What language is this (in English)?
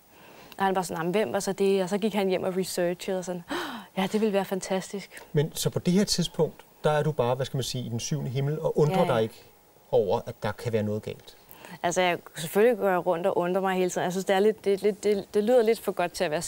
Danish